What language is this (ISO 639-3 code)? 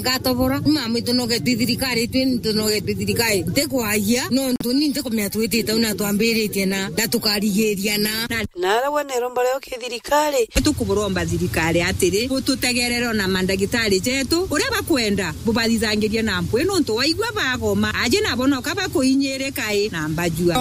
mer